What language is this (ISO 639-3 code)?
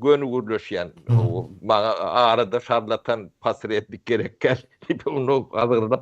tuk